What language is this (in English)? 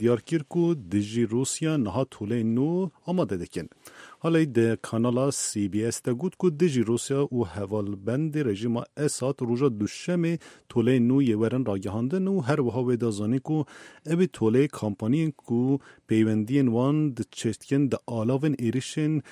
Kurdish